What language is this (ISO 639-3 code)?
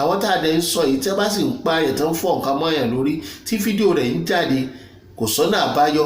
yor